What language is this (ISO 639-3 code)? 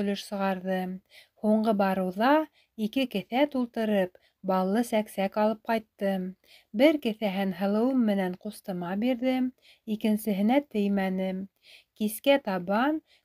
bak